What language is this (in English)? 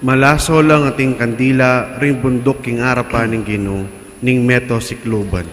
Pampanga